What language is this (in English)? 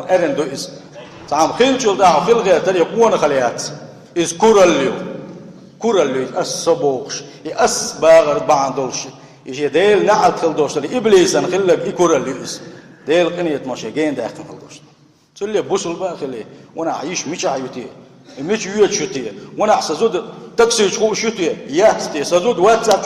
Chechen